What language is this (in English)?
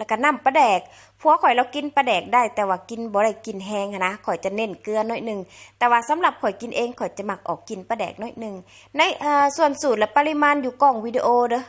Lao